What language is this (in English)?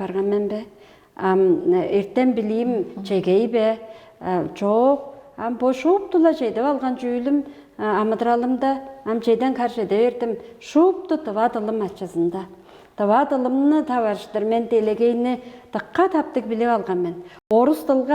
Tuvinian